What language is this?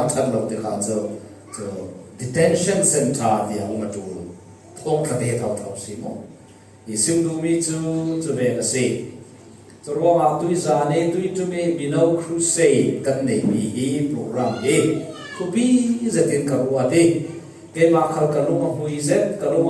Falam Chin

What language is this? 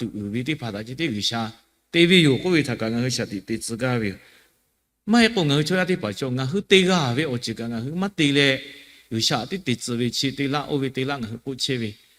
Lahu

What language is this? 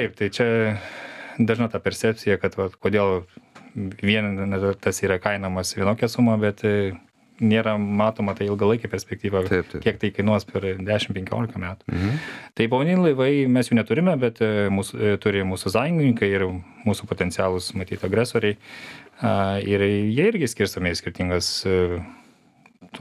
Lithuanian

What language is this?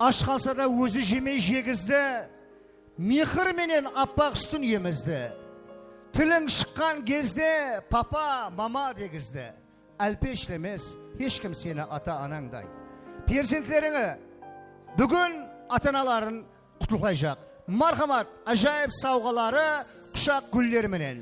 Kara-Kalpak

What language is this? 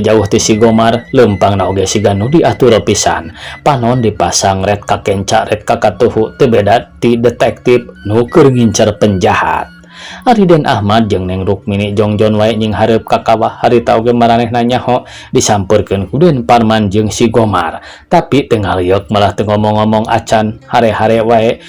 Sundanese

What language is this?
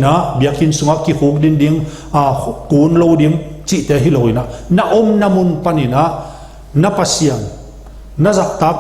Tedim Chin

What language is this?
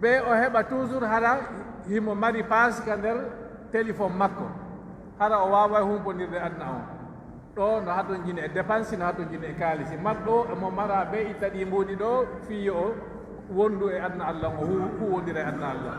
Pular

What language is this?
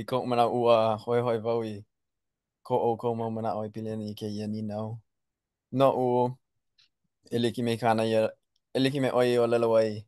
Hawaiian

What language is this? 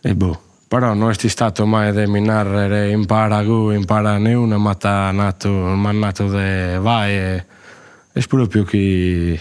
Sardinian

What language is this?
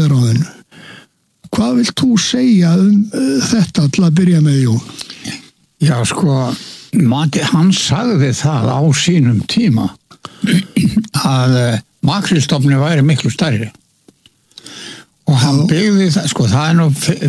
Icelandic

